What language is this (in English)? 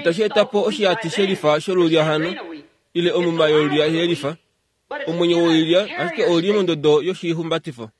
Kuanyama